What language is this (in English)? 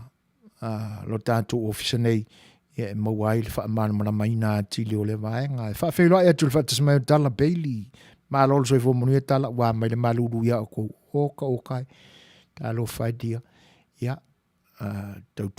Samoan